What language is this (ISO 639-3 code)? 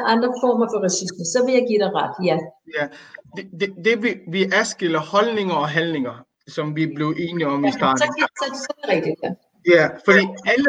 dan